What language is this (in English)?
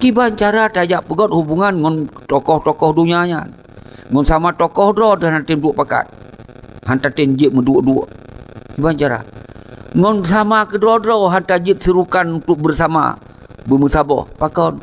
Achinese